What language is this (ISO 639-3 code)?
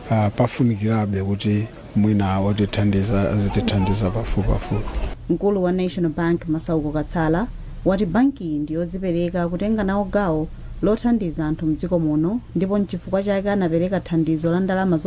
nya